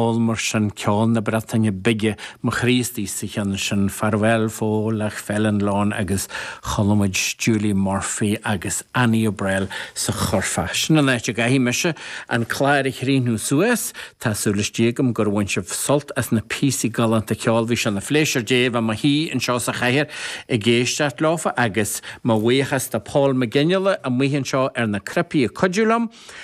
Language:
Irish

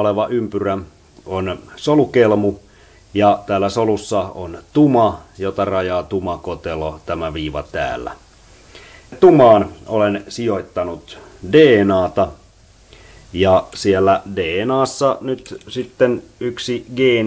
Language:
Finnish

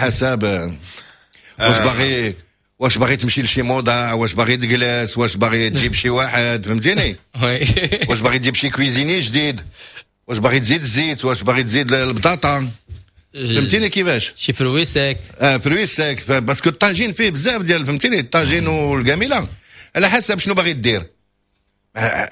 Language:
Moroccan Arabic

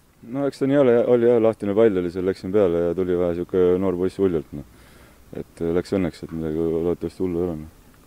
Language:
Estonian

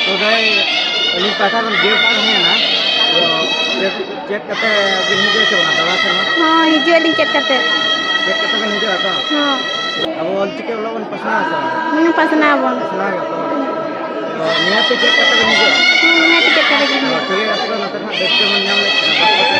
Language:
Santali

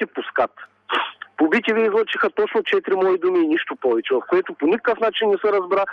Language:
Bulgarian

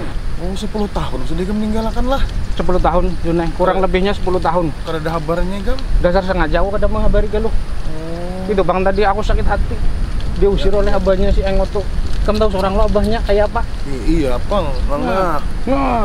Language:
Banjar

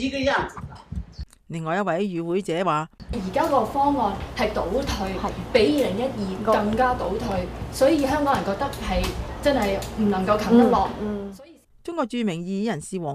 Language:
Cantonese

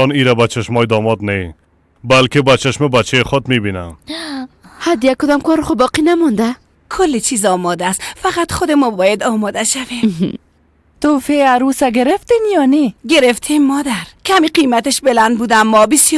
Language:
Persian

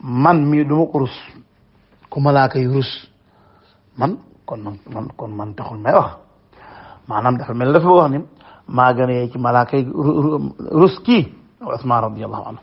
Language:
Wolof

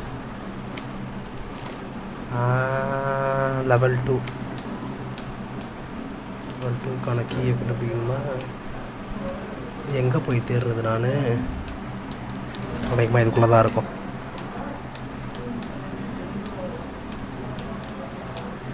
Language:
Tamil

